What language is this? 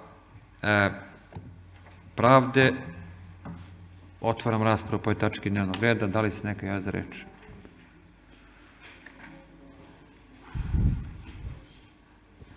Serbian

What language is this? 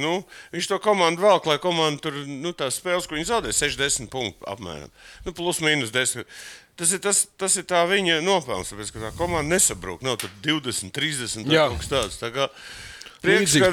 Latvian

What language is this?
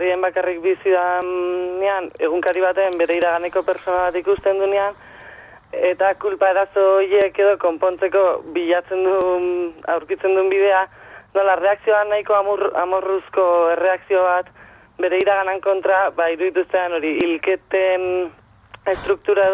Basque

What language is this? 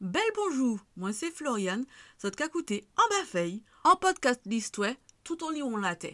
Guadeloupean Creole French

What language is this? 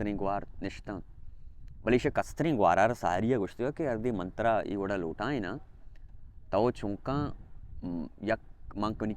Baluchi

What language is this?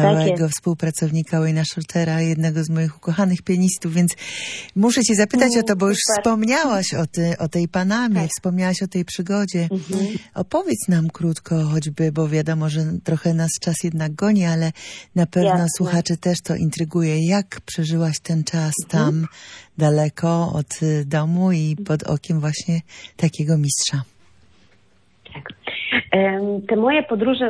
Polish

